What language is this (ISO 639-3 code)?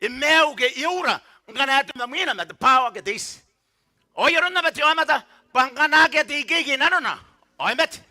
gil